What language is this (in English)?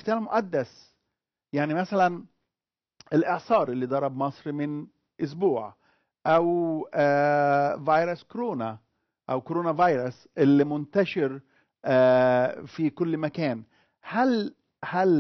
Egyptian Arabic